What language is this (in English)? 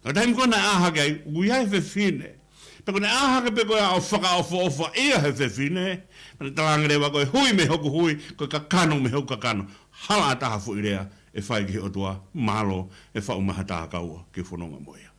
Tongan